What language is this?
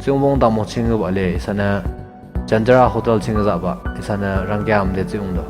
Yimchungru Naga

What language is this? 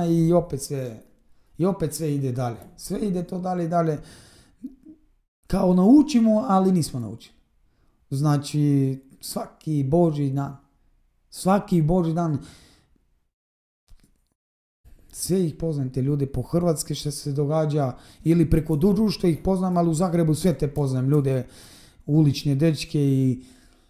Croatian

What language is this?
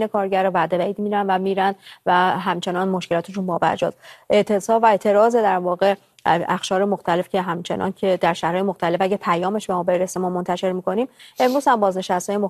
Persian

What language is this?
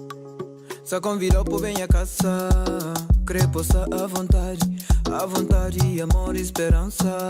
Kabuverdianu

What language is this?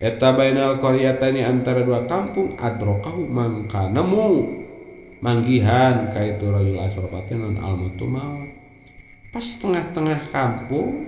Sundanese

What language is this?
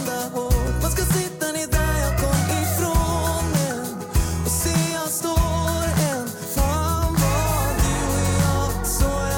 Swedish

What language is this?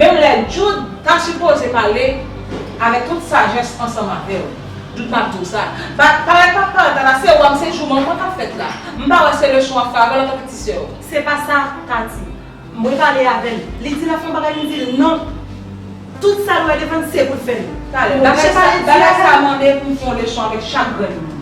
Haitian Creole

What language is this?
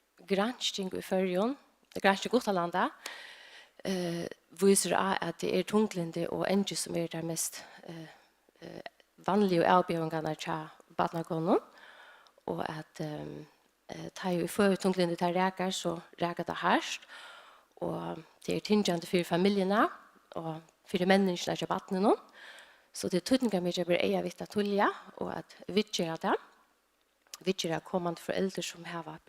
Faroese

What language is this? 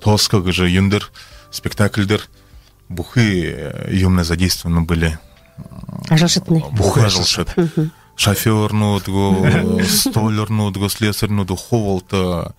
Buriat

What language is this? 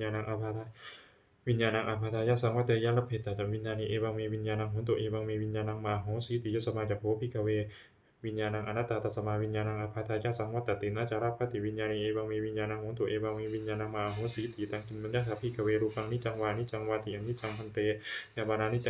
Pali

